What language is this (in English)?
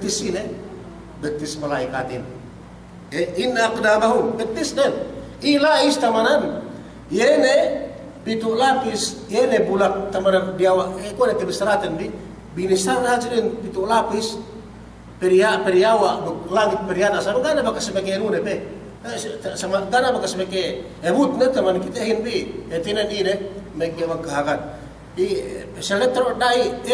Yakan